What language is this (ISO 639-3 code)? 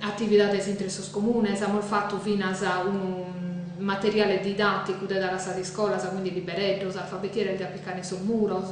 srd